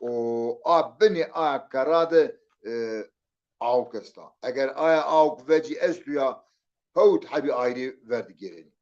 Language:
Zaza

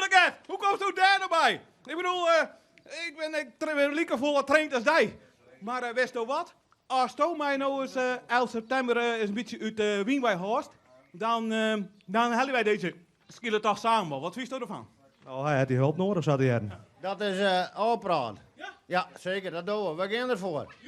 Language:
Western Frisian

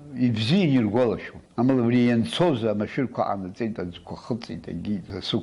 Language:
Abkhazian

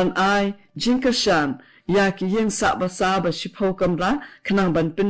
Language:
Khasi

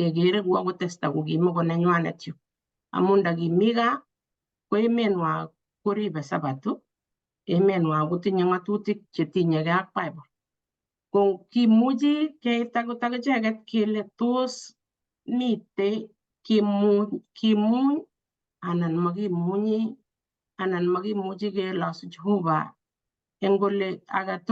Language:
Kalenjin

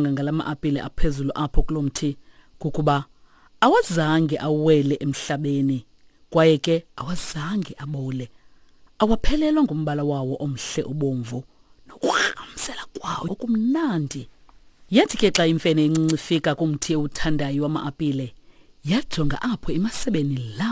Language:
Xhosa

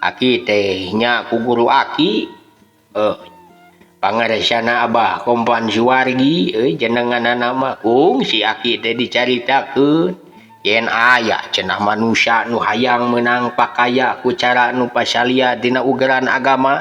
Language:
Sundanese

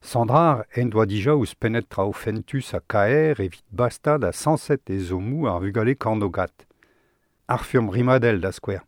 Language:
Breton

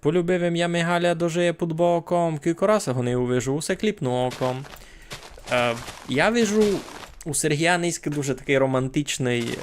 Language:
Rusyn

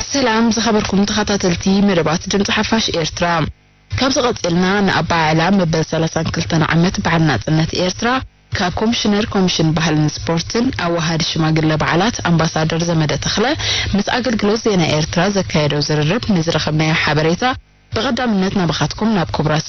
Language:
Tigrinya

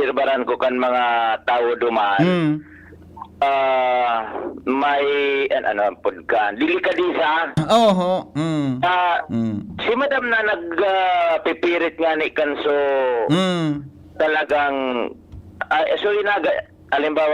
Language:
Bikol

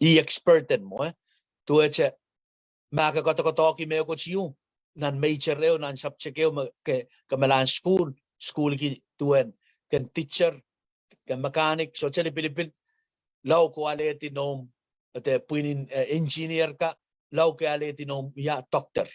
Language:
Pohnpeian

